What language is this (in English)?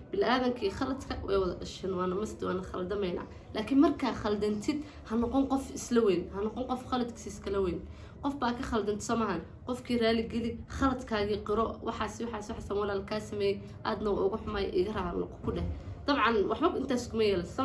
Somali